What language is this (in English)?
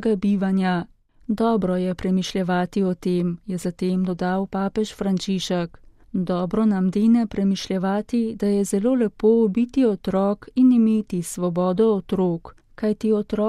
Slovenian